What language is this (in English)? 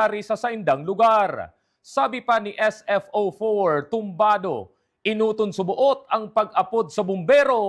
Bikol